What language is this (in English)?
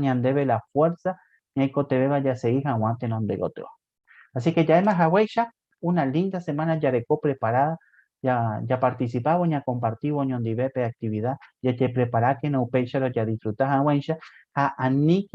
Guarani